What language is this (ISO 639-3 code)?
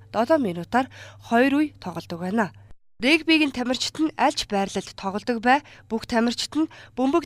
mon